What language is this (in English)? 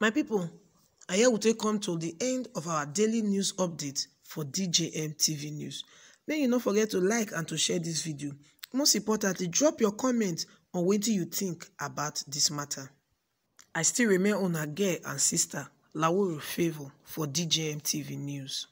Nigerian Pidgin